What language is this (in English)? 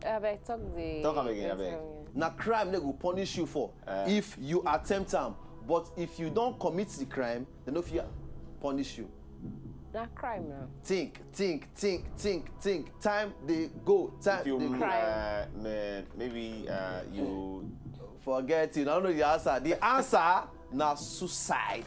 Nigerian Pidgin